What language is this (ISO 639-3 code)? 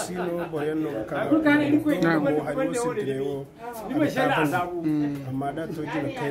dje